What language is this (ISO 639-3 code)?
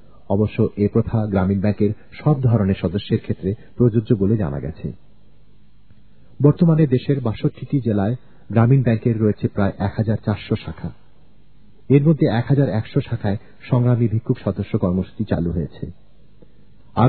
ben